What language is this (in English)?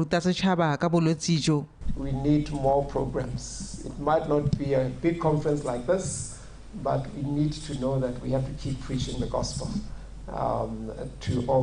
Tswana